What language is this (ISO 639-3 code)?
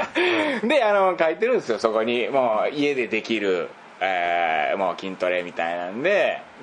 jpn